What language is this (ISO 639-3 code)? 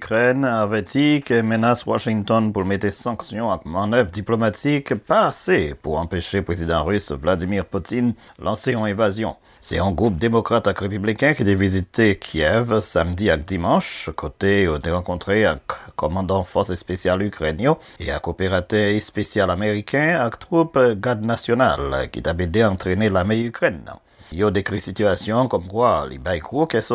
hat